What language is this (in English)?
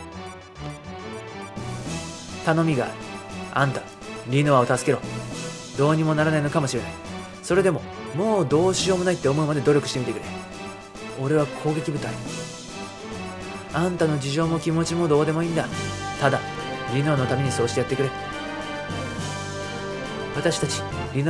Japanese